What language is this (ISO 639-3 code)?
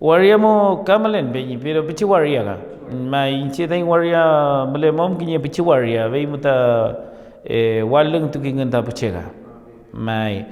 arn